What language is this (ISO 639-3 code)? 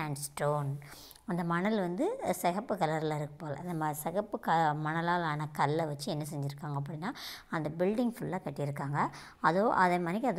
tam